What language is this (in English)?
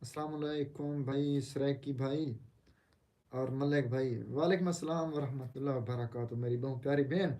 Saraiki